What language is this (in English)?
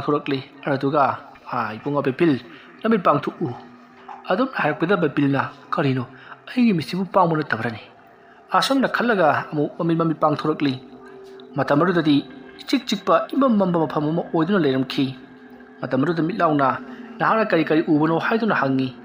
Manipuri